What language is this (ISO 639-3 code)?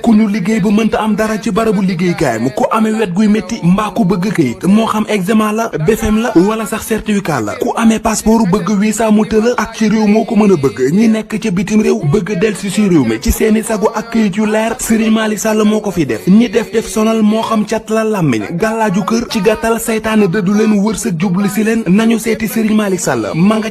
wol